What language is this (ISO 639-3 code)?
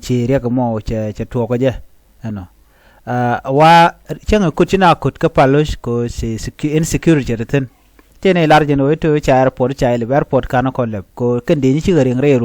nus